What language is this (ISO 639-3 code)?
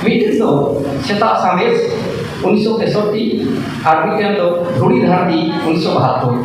sat